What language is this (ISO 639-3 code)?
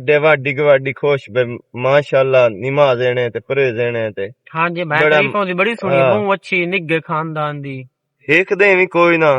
lah